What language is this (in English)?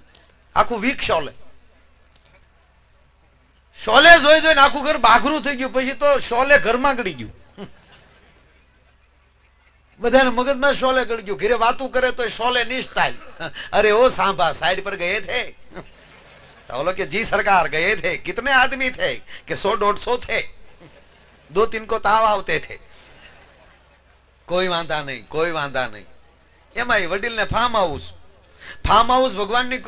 Gujarati